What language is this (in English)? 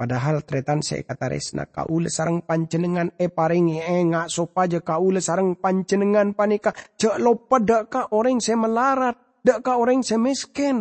Madurese